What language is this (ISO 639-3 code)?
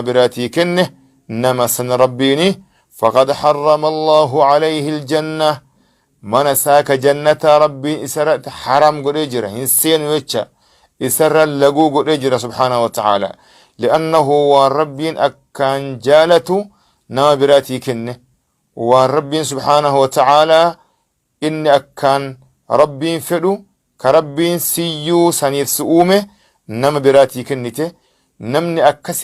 orm